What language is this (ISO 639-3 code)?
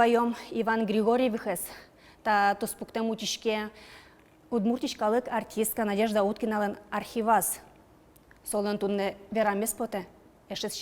udm